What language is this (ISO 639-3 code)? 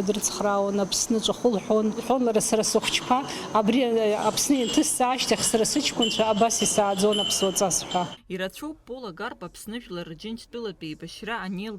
abk